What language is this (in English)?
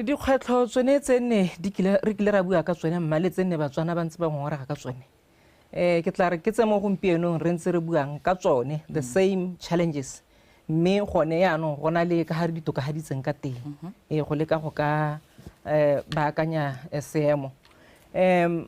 Tswana